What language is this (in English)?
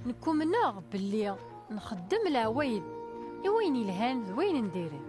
Kabyle